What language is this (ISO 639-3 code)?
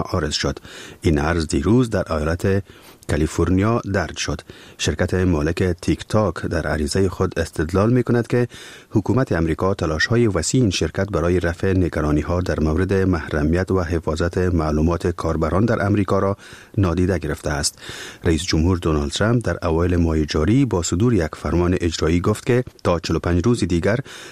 fas